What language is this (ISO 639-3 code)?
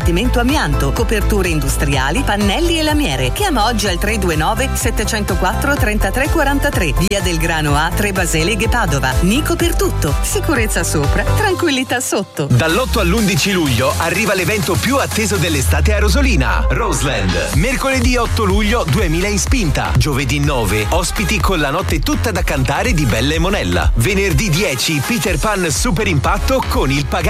ita